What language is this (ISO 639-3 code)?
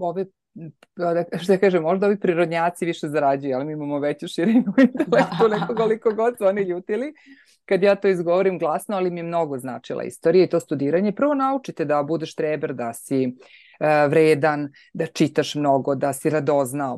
srp